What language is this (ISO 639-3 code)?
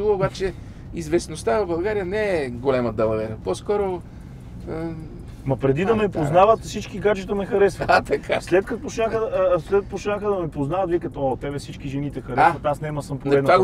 bul